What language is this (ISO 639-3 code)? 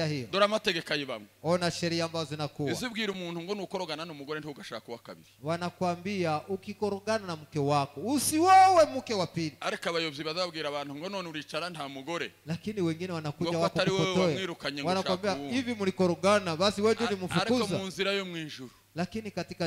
kin